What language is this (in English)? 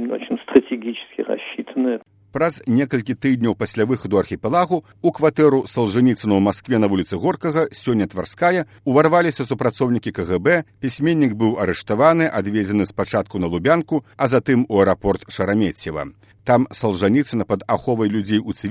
Belarusian